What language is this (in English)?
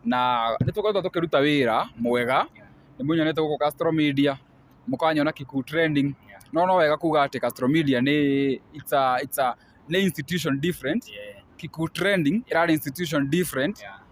Kikuyu